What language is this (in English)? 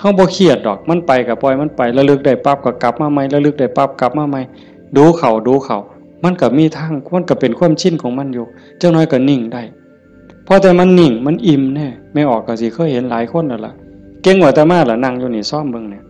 Northeastern Thai